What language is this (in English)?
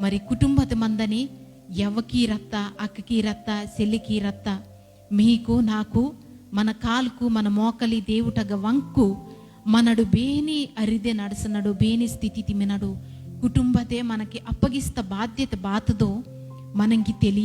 Koya